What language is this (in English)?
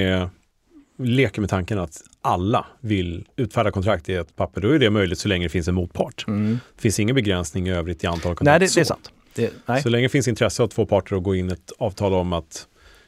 Swedish